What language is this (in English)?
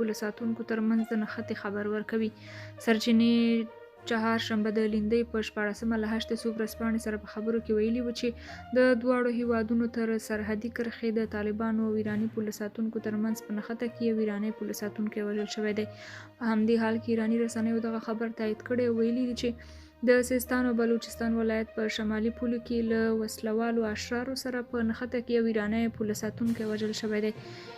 Pashto